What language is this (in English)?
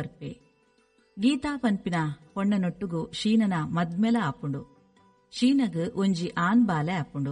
Tulu